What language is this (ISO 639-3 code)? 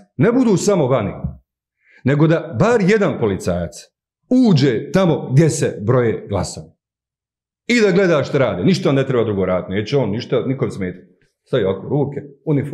bos